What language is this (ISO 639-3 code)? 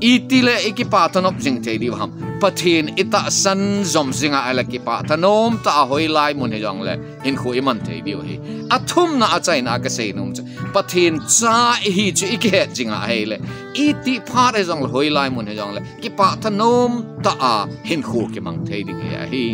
tcz